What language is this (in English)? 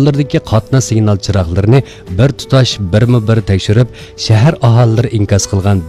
Uyghur